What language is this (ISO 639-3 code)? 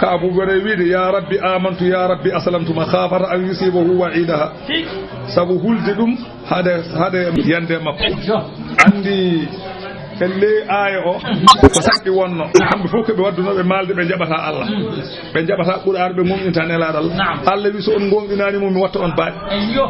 ful